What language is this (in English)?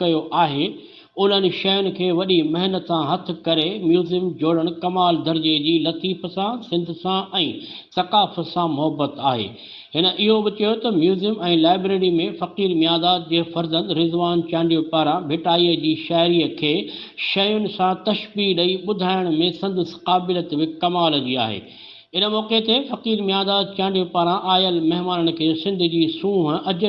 Sindhi